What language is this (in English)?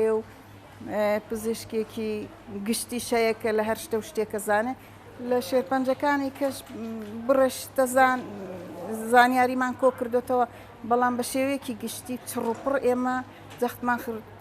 Central Kurdish